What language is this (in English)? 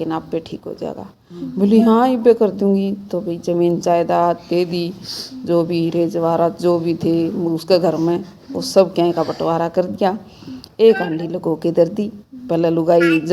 Haryanvi